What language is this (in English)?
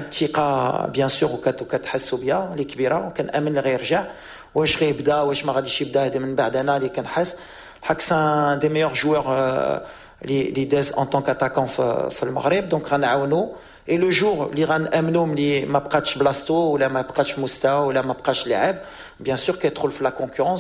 Moroccan Arabic